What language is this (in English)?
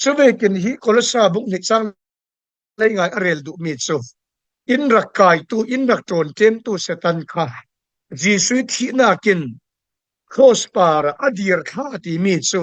Falam Chin